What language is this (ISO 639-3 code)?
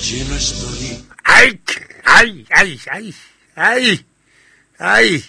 sot